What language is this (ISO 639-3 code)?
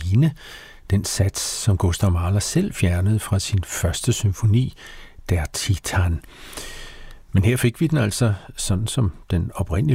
dan